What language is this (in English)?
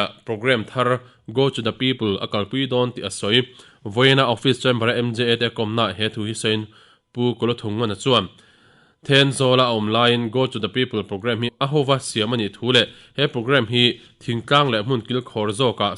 Mizo